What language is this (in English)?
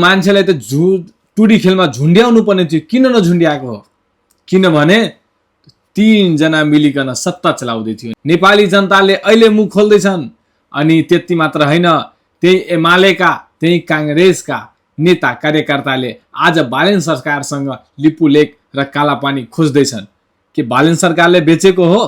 Nepali